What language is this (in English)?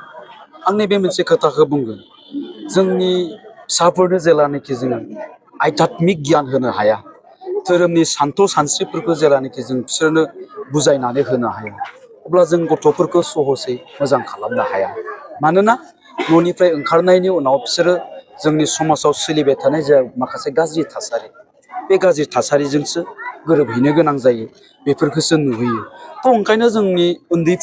Bodo